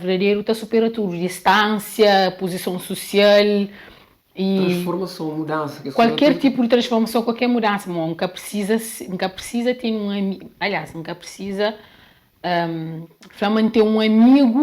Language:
Kabuverdianu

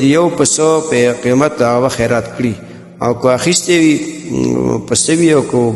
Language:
Pashto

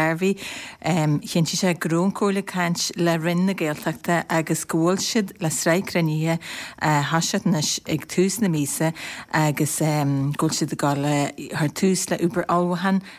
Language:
Irish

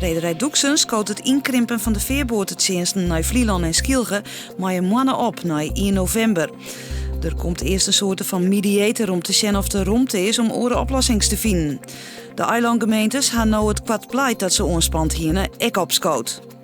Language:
Western Frisian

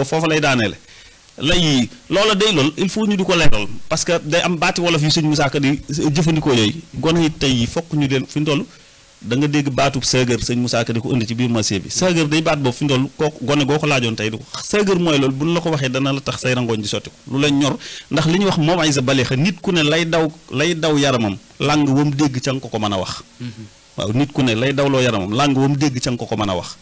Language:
Wolof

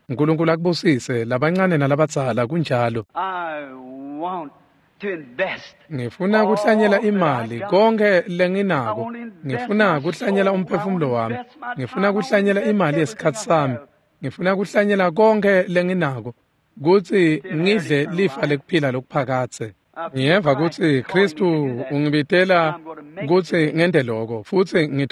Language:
Swati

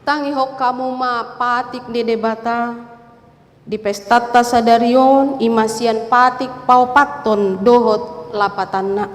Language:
Batak Toba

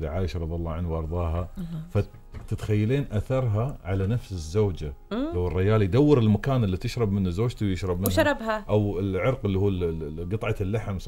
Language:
Gulf Arabic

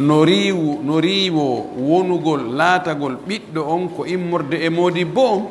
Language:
Pular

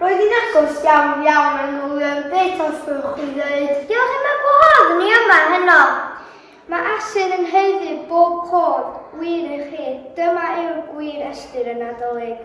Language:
Welsh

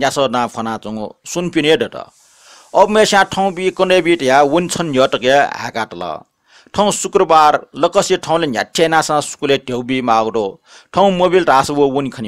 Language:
Newari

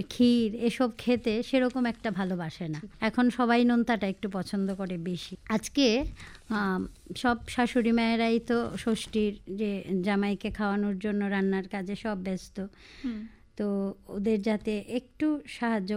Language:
Bangla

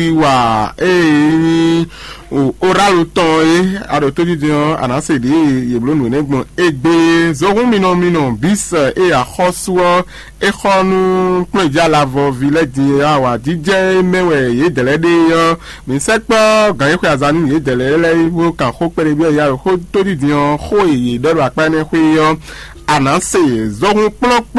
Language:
Fon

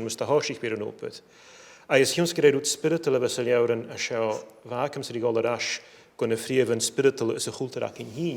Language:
Scottish Gaelic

